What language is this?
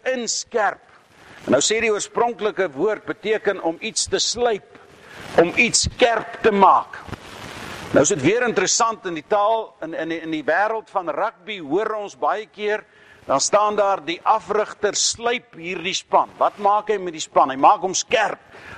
Afrikaans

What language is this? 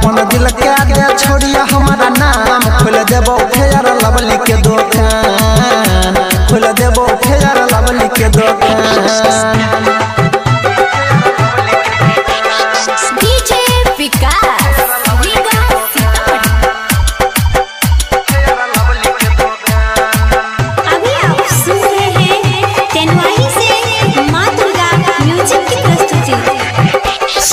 Bhojpuri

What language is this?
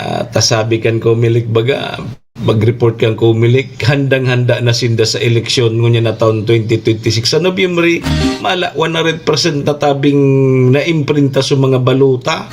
Bikol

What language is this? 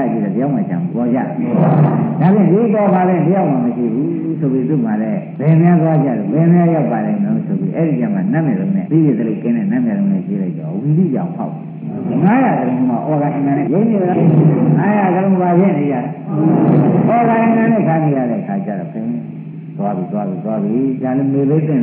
Burmese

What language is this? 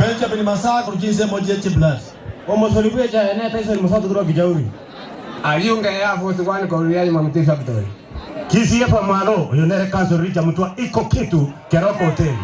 Gusii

